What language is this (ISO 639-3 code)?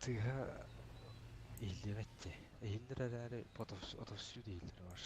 sah